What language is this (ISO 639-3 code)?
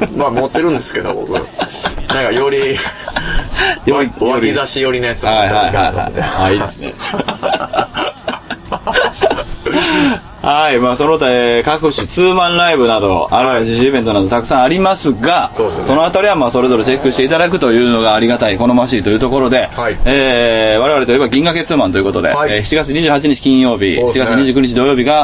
jpn